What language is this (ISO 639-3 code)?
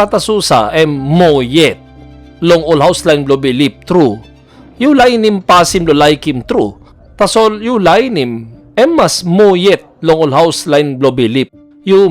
tpi